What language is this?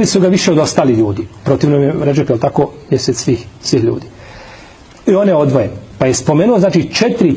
Bosnian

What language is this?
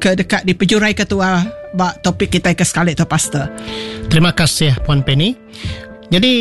Iban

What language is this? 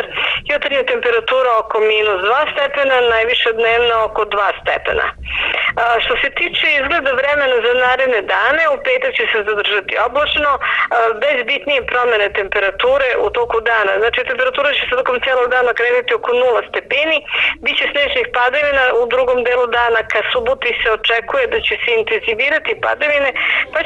Serbian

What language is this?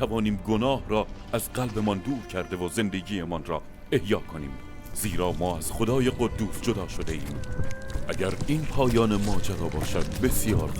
Tajik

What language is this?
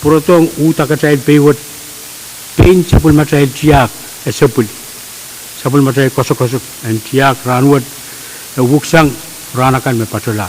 Pohnpeian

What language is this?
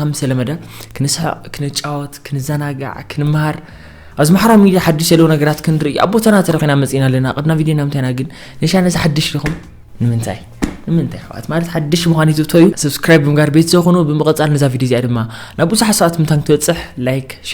Tigrinya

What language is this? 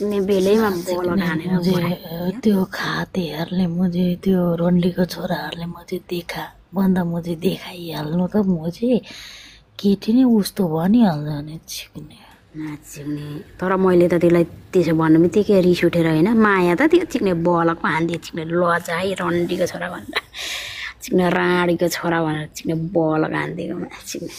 Nepali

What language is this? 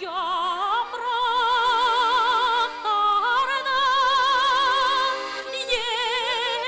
Bashkir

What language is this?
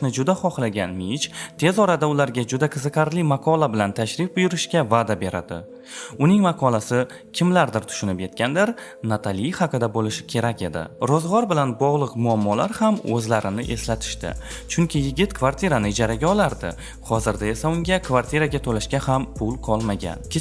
Uzbek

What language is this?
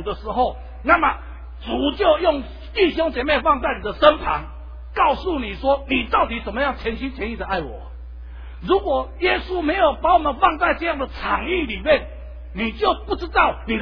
Chinese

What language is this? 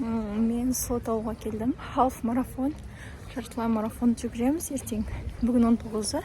Kazakh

